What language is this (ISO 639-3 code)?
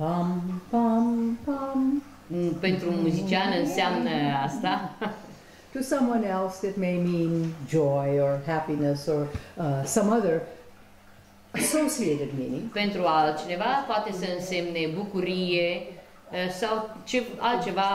ron